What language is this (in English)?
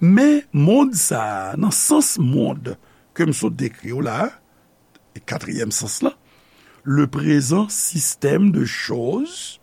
Haitian Creole